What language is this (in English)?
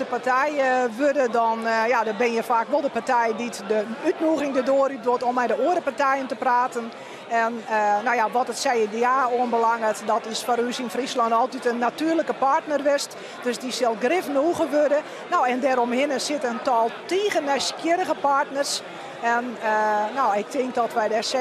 Western Frisian